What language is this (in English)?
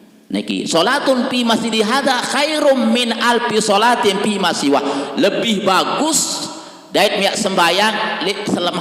Sasak